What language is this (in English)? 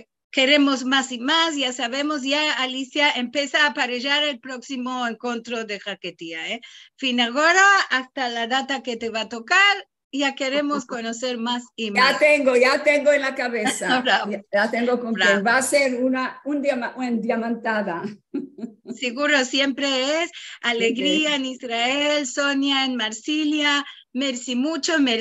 Ladino